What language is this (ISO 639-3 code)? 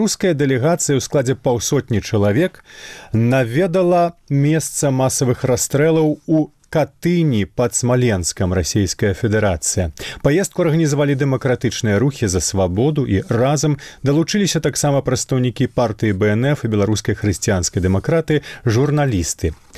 bel